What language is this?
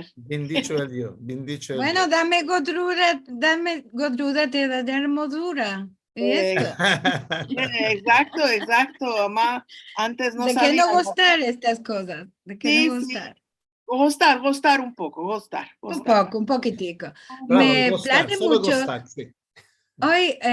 Ladino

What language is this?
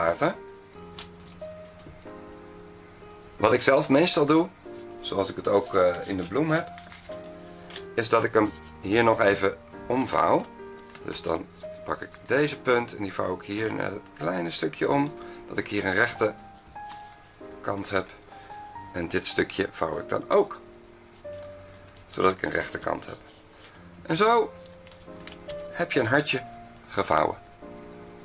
Dutch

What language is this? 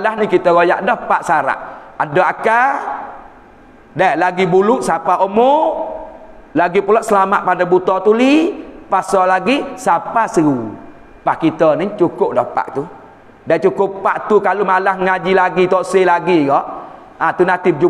Malay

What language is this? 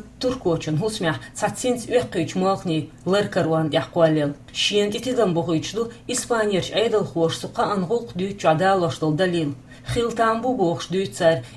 Chechen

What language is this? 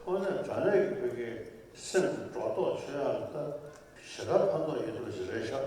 Tibetan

